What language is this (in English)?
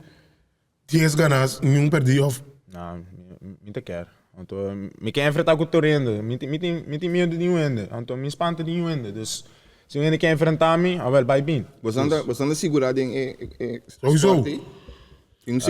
Papiamento